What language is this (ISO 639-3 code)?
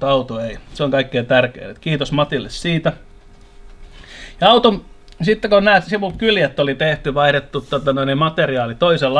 fin